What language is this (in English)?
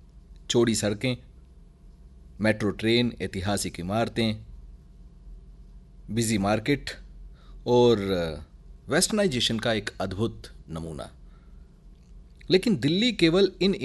Hindi